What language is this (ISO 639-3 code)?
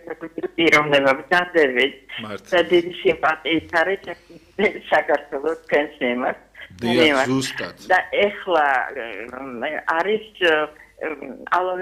kat